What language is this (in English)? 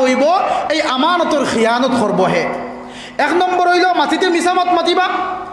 Sylheti